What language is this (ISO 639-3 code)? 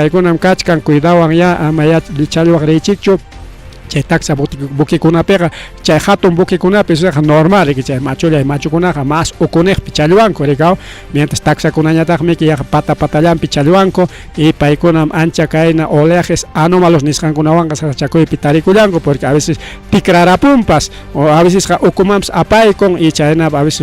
quy